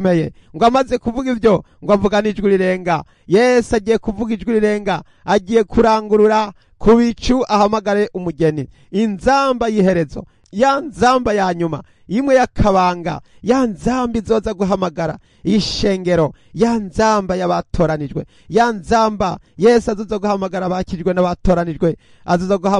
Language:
Rundi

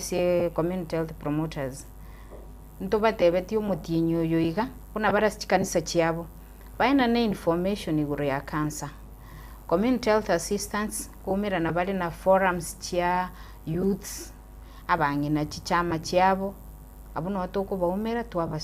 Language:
Gusii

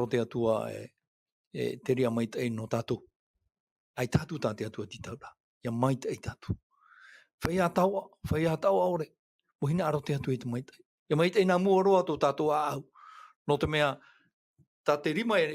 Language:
Tahitian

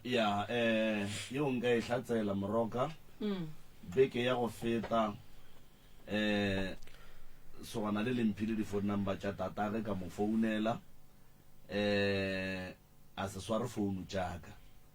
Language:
Northern Sotho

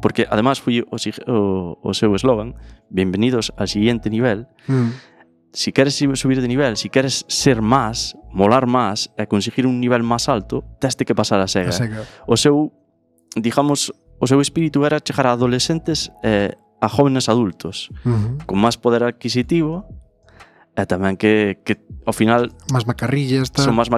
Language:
Galician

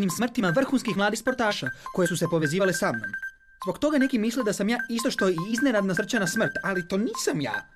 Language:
Croatian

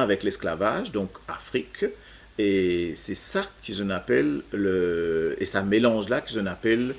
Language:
Morisyen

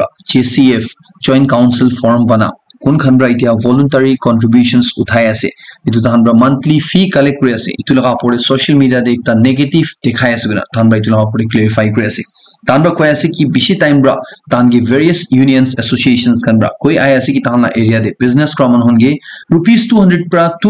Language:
Naga Pidgin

